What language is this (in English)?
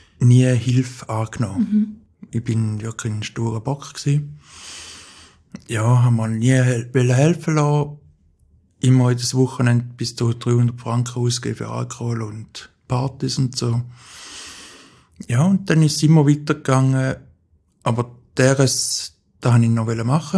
German